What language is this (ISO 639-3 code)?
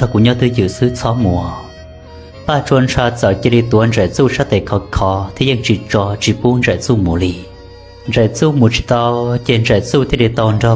hmn